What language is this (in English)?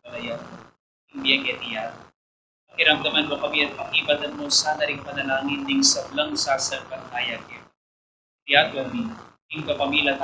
Pampanga